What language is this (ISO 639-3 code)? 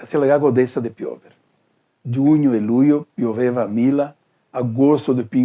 vec